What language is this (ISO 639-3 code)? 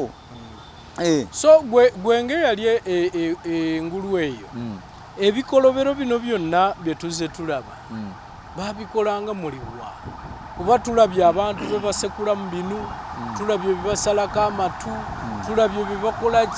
lug